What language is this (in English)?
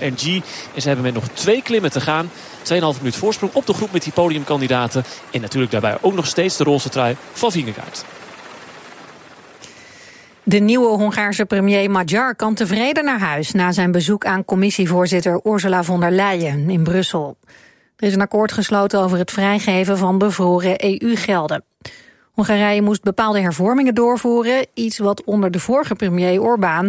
Dutch